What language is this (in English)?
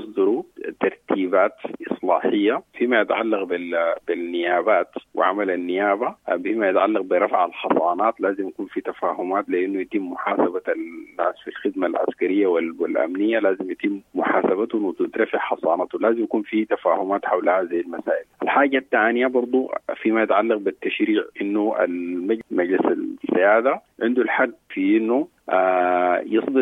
Sudanese Arabic